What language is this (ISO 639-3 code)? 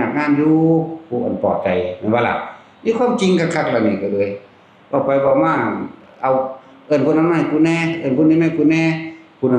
tts